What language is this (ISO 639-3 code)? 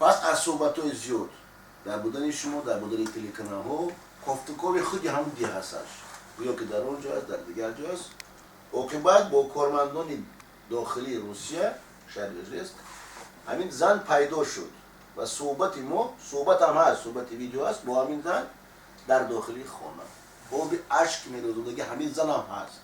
tgk